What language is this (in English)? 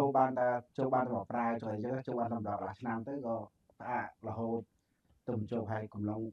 Khmer